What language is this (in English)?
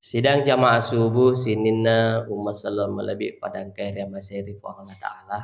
Buginese